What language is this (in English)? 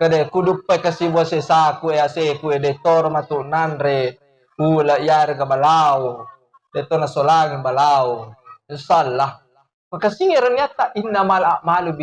Buginese